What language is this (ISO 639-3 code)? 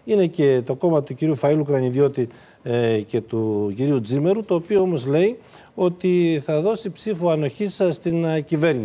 ell